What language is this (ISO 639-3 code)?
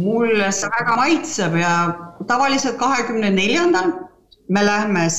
est